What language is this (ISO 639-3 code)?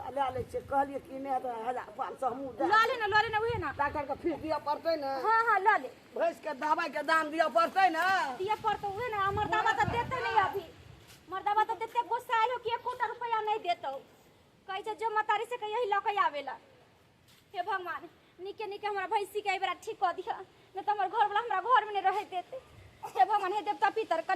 mai